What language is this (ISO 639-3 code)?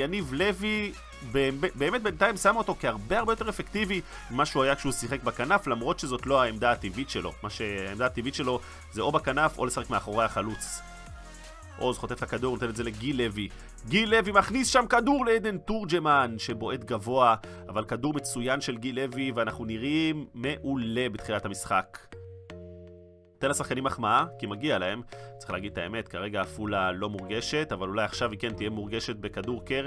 heb